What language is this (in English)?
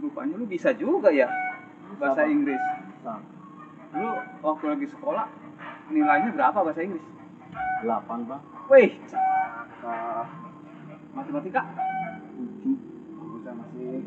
Betawi